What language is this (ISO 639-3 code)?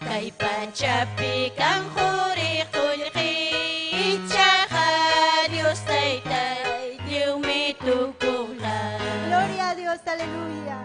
quy